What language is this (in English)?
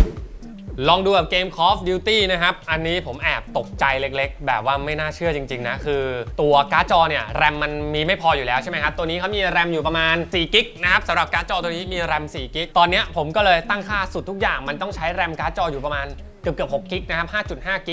Thai